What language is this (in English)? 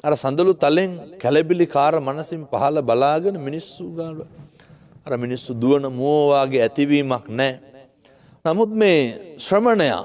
Sinhala